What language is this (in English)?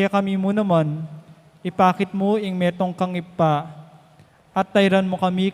Pampanga